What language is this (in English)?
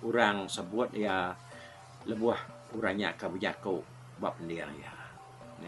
Iban